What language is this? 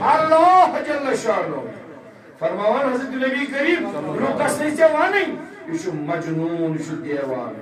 Kashmiri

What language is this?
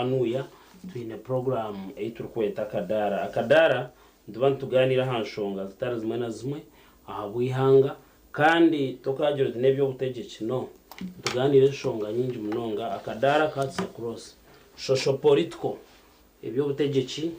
Nyankole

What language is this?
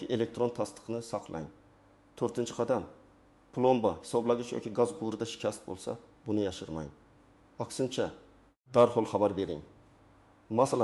Uzbek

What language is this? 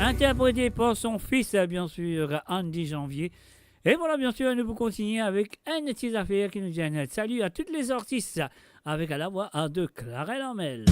Morisyen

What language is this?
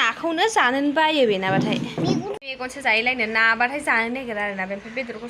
Bodo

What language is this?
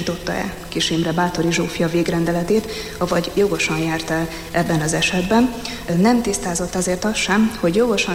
Hungarian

